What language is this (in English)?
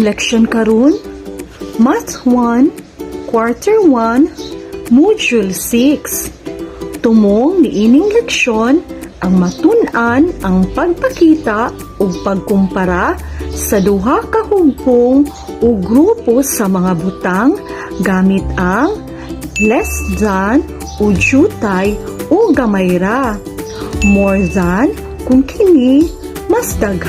Cebuano